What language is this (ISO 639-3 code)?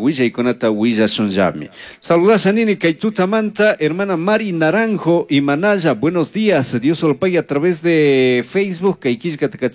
qug